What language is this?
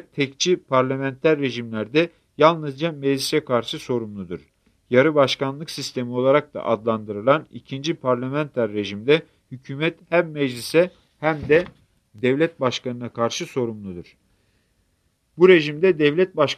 Turkish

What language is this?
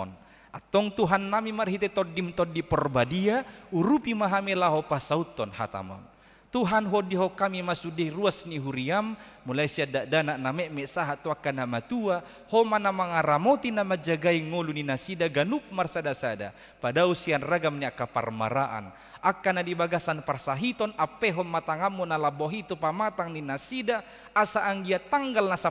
Batak Toba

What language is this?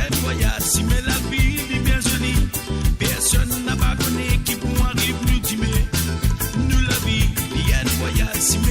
Morisyen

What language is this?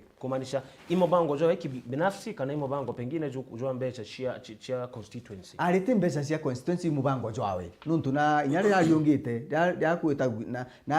Meru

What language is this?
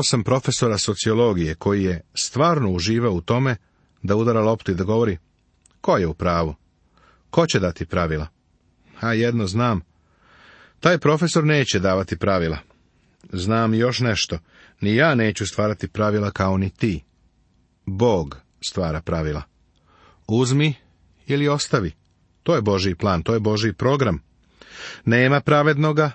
Serbian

